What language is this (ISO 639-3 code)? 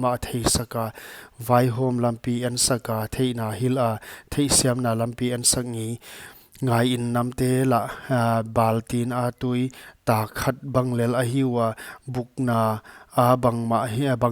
pck